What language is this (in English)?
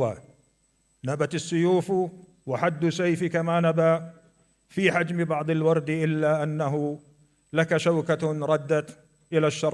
North Levantine Arabic